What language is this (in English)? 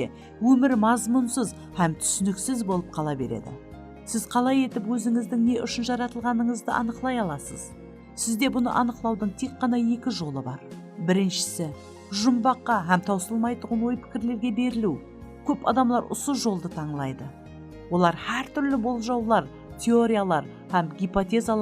Kara-Kalpak